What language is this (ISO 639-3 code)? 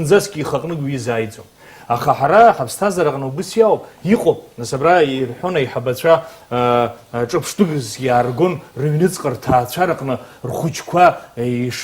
abk